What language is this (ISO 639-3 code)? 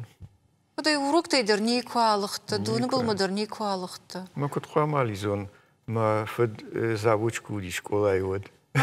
oss